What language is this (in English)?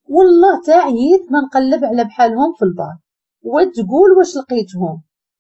Moroccan Arabic